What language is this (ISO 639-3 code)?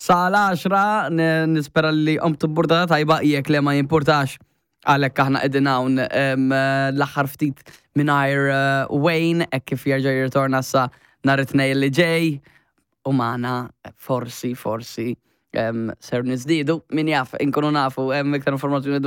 mlt